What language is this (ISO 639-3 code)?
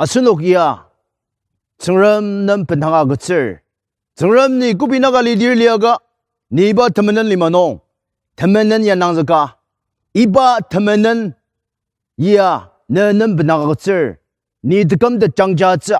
njo